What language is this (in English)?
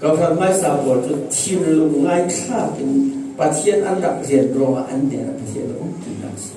Falam Chin